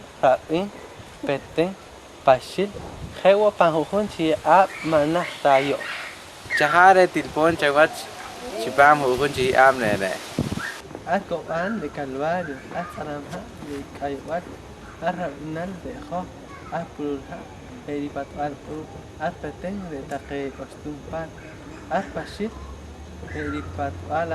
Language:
Poqomchi'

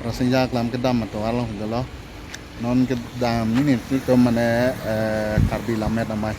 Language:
Karbi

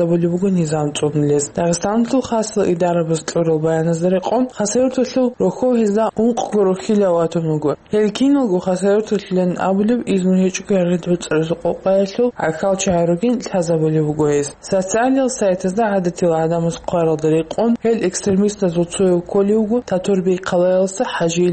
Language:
Avaric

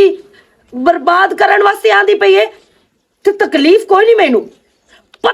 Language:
Western Panjabi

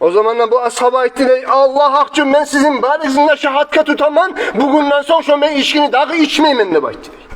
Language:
Kumyk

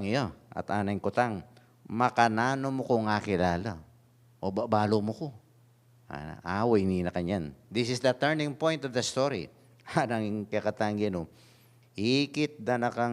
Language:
Pampanga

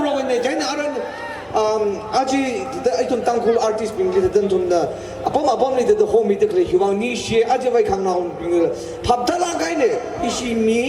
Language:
Tangkhul Naga (India)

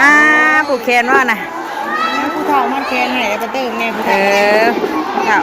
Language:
Northeastern Thai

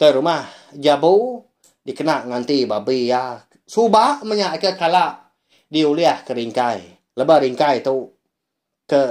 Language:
Iban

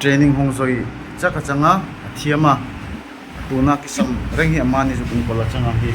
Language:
Darlong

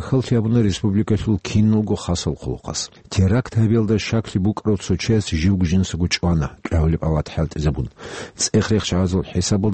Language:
Avaric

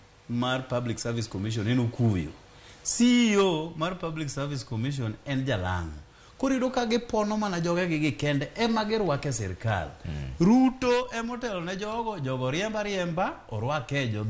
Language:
Luo (Kenya and Tanzania)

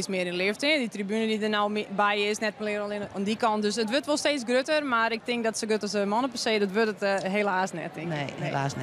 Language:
Western Frisian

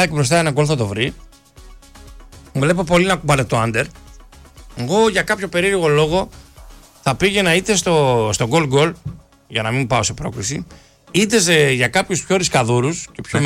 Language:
Greek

